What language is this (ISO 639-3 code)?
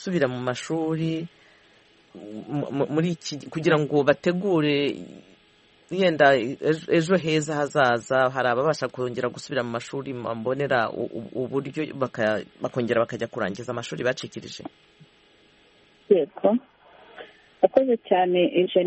kin